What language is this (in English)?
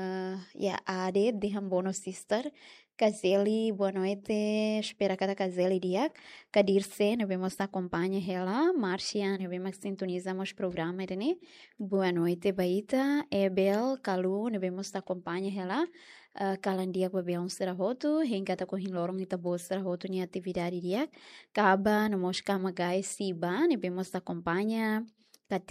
Tetum